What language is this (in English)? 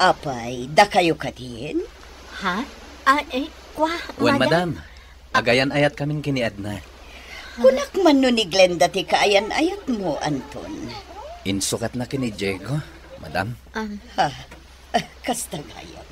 Iloko